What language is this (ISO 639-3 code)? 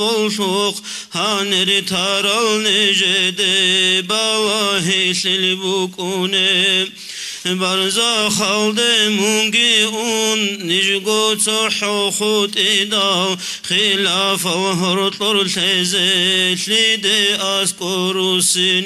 ava